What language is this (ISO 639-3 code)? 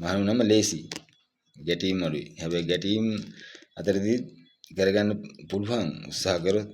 sin